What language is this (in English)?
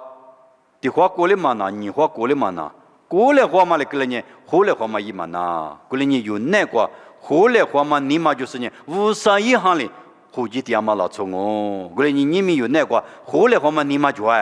Lisu